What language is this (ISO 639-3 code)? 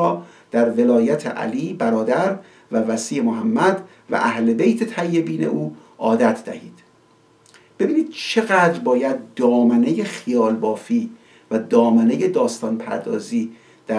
fas